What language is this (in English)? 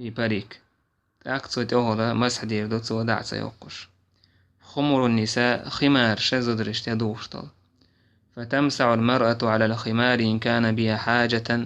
Chechen